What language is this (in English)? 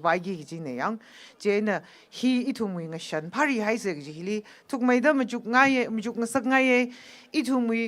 Tangkhul Naga (India)